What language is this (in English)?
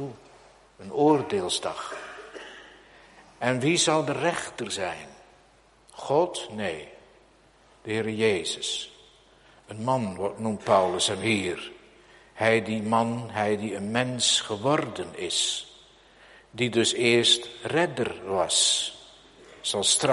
Dutch